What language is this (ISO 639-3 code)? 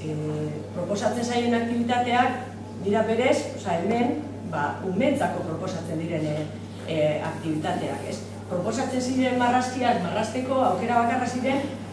eus